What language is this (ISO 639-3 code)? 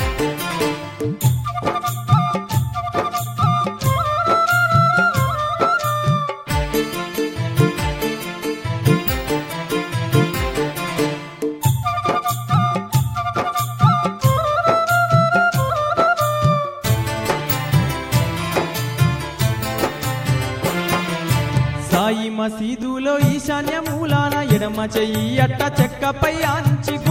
tel